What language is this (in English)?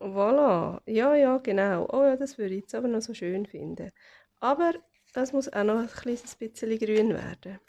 Swiss German